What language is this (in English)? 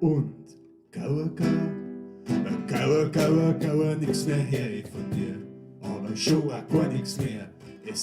Bavarian